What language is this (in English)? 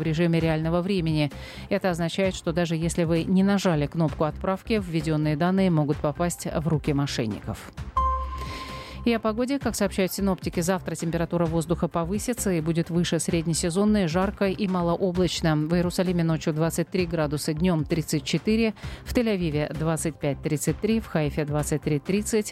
Russian